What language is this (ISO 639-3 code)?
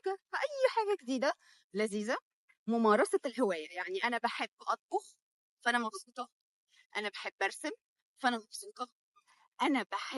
arz